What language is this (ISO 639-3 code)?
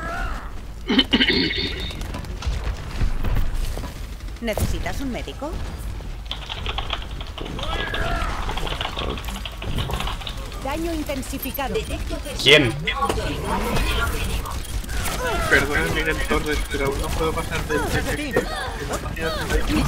spa